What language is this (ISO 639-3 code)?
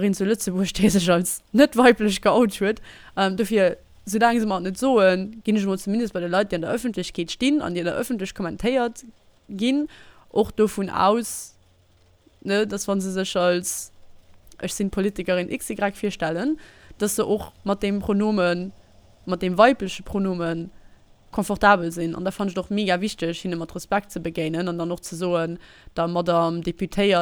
ltz